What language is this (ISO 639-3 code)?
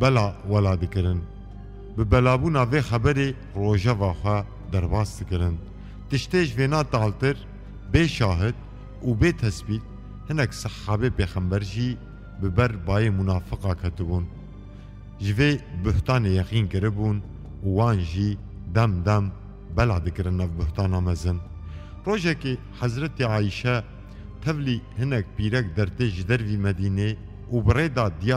kur